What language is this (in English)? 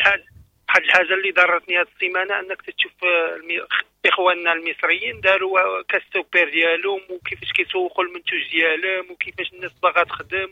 Moroccan Arabic